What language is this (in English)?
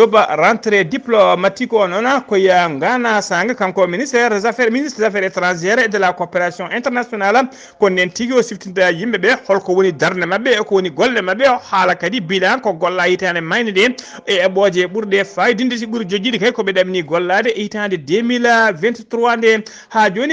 Fula